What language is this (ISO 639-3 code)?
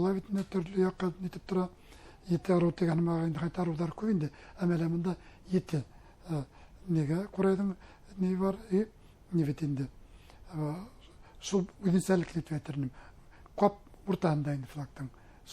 bak